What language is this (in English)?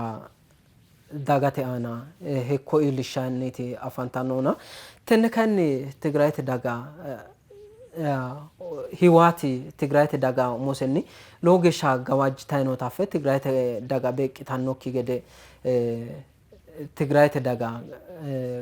Sidamo